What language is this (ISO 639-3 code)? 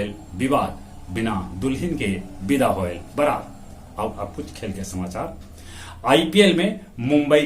mag